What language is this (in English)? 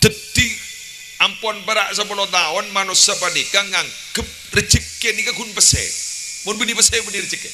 Madurese